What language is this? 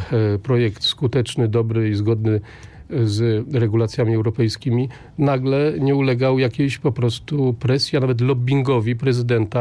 Polish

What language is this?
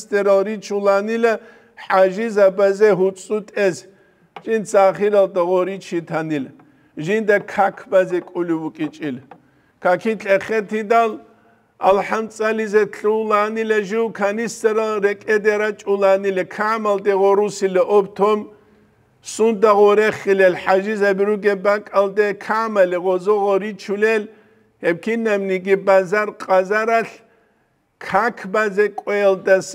Avaric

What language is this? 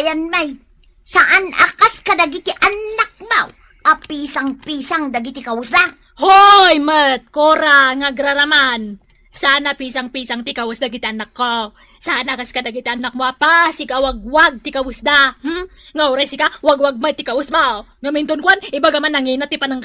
Iloko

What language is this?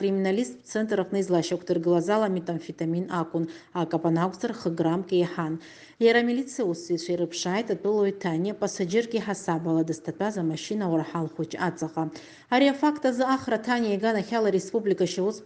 Abkhazian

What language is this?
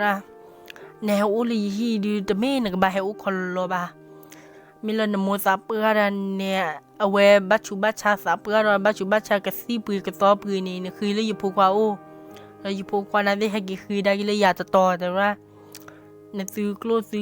S'gaw Karen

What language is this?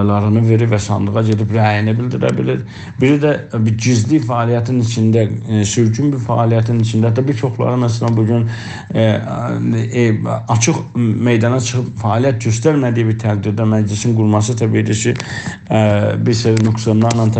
South Azerbaijani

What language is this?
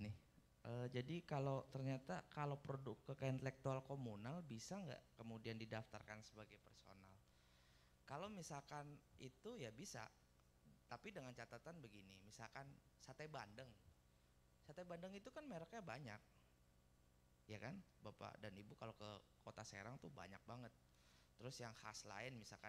Indonesian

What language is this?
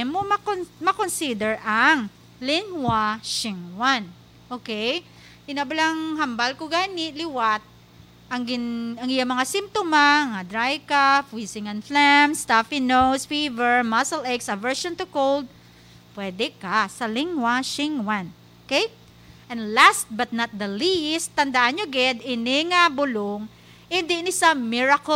Hiligaynon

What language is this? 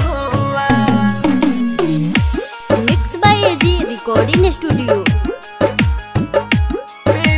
Bhojpuri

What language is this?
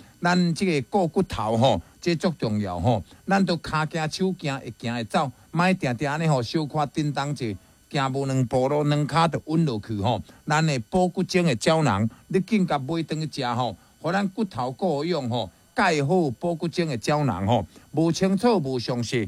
Min Nan Chinese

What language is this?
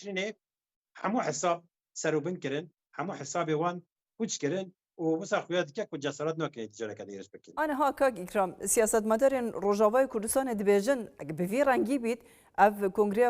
Kurdish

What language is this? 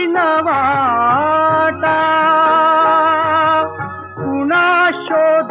Marathi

